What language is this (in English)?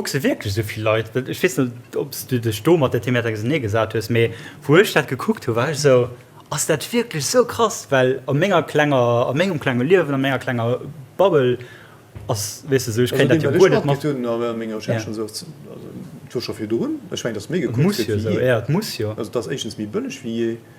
Luxembourgish